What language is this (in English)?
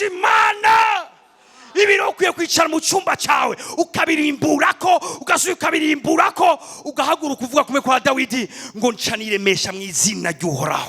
Rundi